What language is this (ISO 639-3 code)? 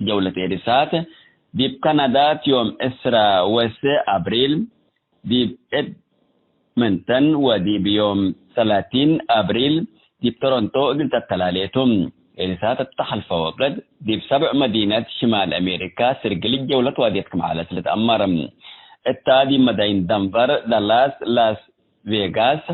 tig